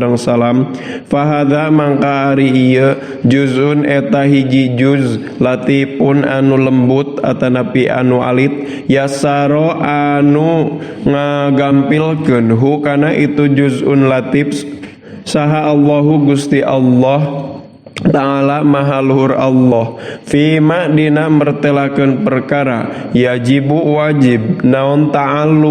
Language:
Sundanese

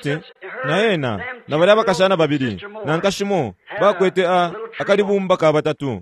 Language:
Bemba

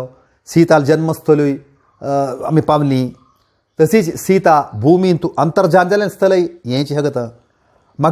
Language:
Konkani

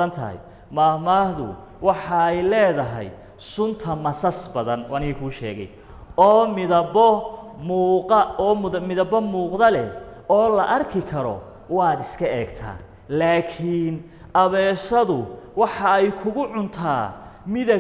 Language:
Somali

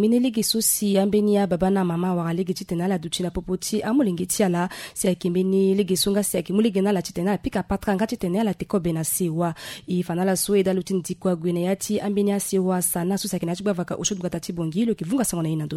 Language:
Sango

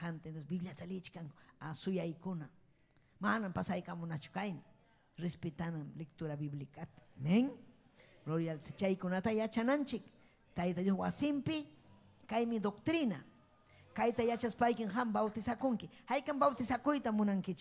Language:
Ayacucho Quechua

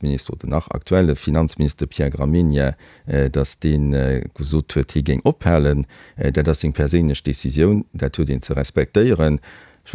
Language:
Luxembourgish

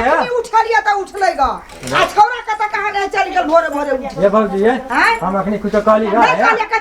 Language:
Maithili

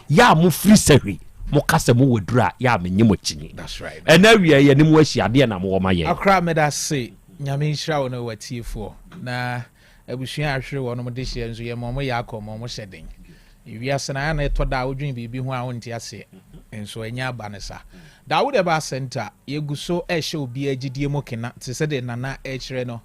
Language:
Akan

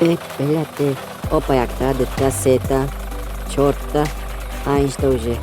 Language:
Tajik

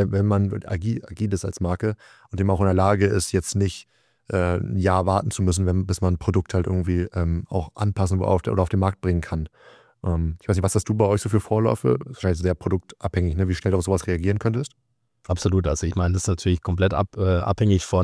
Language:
German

